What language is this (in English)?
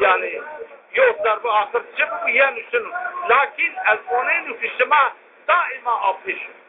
Zaza